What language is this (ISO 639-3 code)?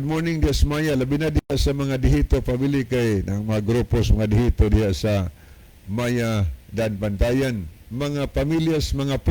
ceb